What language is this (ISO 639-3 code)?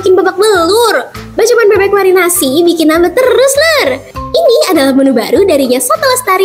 bjn